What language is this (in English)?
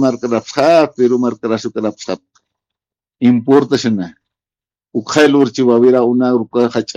Aymara